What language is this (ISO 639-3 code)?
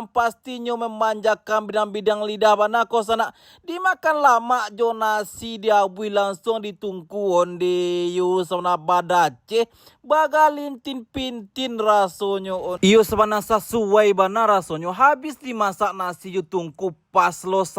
min